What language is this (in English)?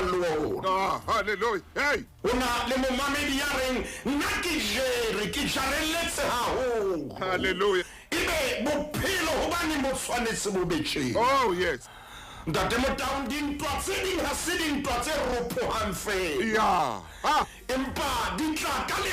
Southern Sotho